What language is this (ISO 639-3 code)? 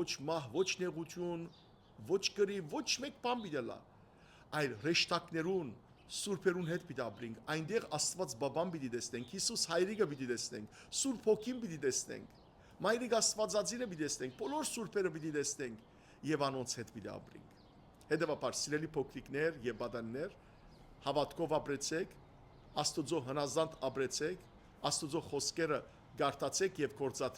hyw